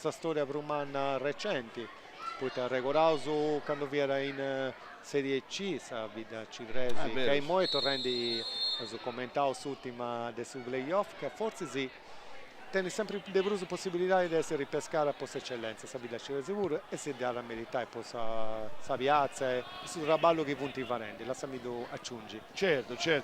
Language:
Sardinian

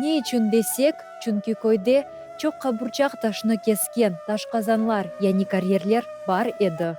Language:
Crimean Tatar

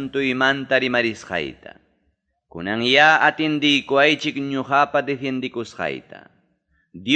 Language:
Ayacucho Quechua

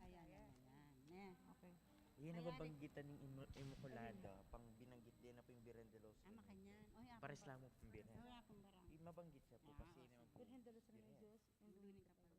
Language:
Pampanga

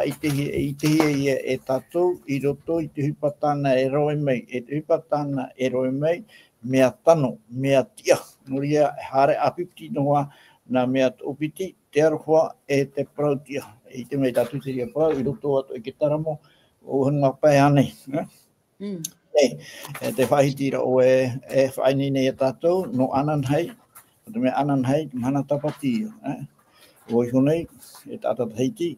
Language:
Tahitian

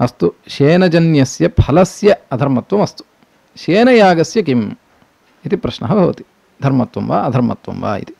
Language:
Sanskrit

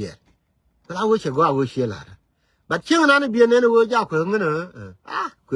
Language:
Nuer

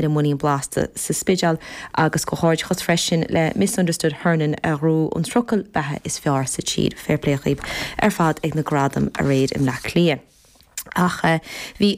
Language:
Irish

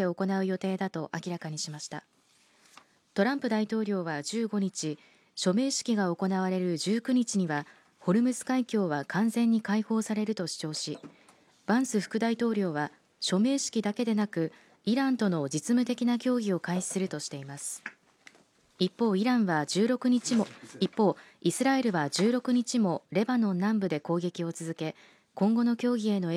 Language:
Japanese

